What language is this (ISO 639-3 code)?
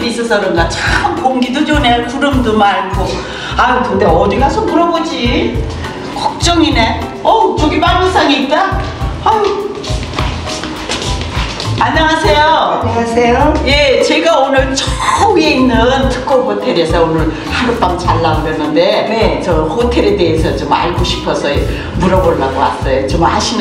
kor